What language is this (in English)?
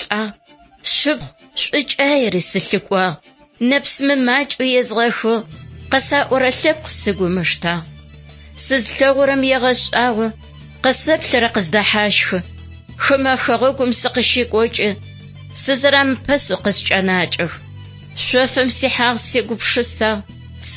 Adyghe